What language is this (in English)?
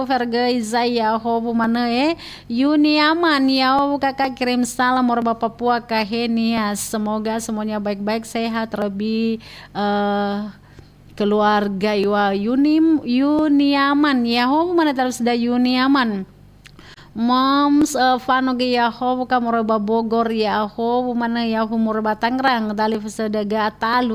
Nias